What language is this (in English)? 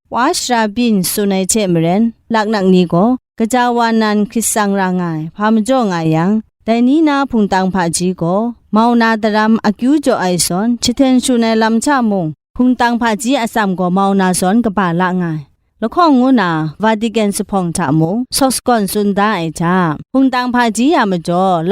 Kachin